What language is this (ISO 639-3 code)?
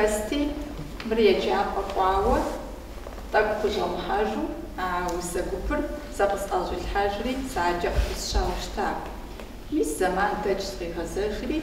kbd